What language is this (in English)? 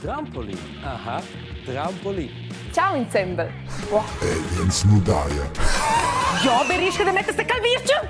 Romansh